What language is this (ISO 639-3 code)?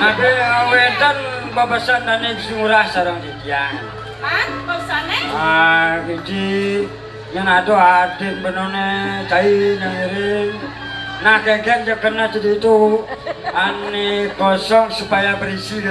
ban